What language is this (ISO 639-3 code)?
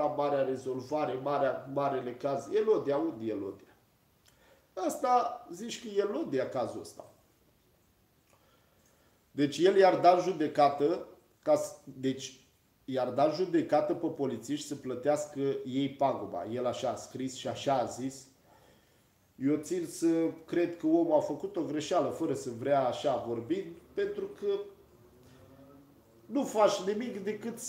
ron